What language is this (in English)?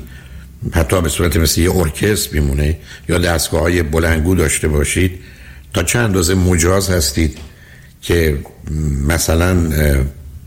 Persian